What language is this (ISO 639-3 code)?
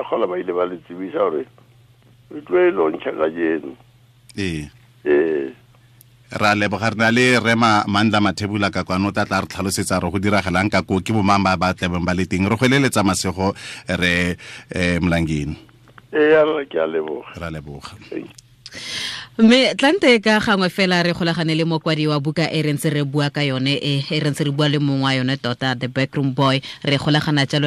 tsn